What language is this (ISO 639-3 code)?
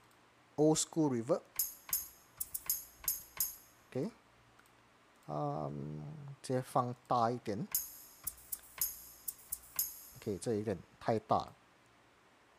zho